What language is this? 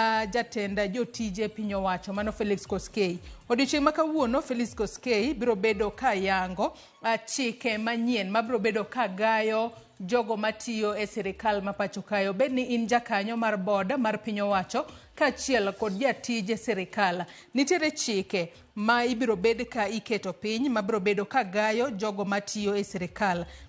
Luo (Kenya and Tanzania)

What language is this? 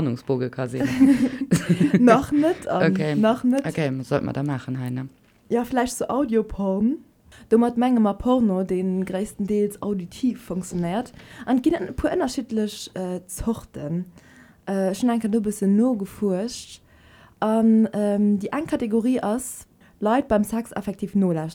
Luxembourgish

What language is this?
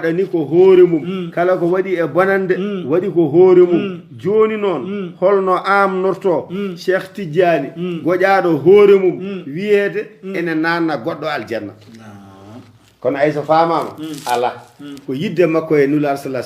Fula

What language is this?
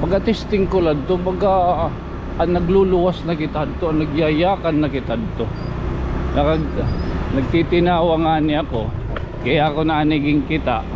Waray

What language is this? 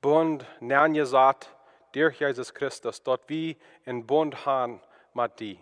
Plautdietsch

